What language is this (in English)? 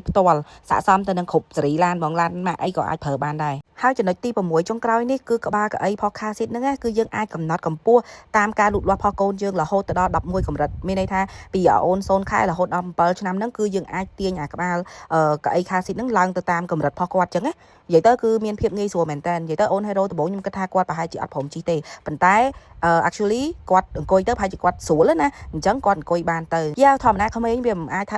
Khmer